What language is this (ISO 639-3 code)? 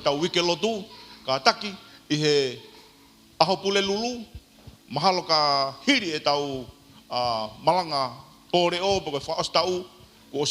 ton